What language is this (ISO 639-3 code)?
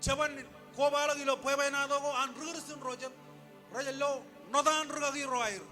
mah